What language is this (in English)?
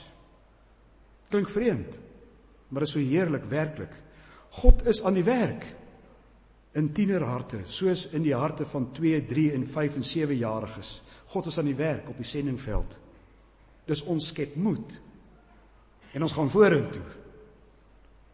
Afrikaans